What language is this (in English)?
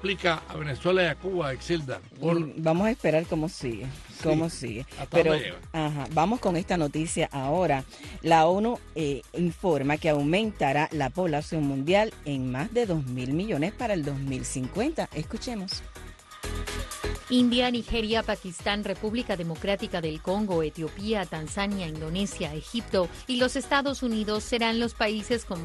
Spanish